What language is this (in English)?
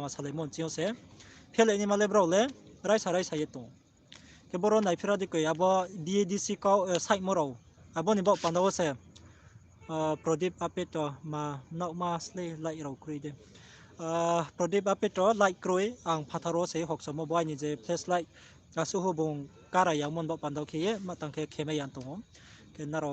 Riang (India)